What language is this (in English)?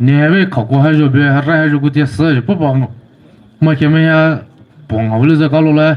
Poumei Naga